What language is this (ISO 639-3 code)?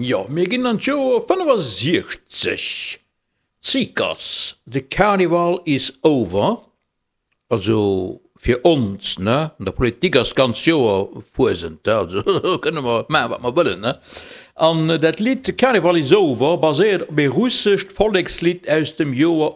ltz